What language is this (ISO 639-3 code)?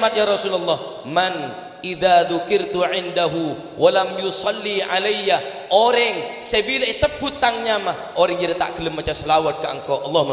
mad